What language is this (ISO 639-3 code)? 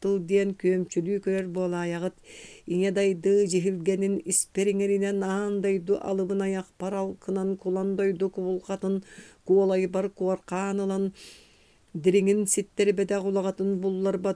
sah